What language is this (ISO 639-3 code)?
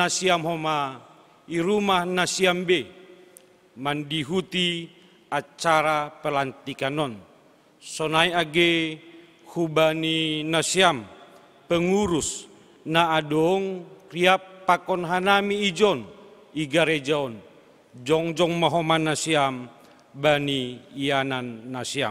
bts